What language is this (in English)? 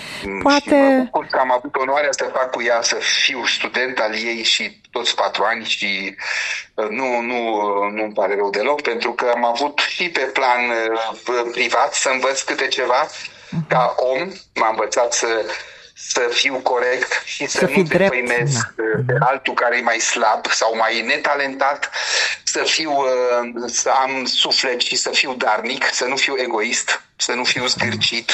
Romanian